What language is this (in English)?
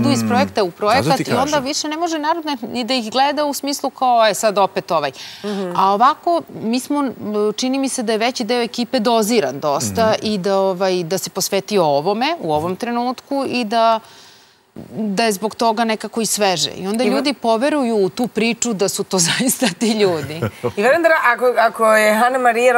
Serbian